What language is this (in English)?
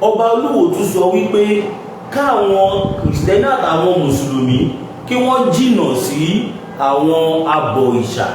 Yoruba